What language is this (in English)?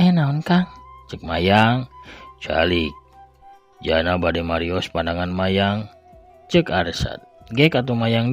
Sundanese